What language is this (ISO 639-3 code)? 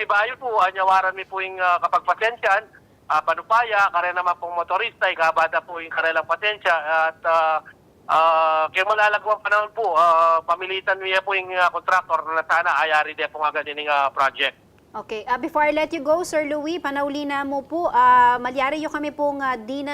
pam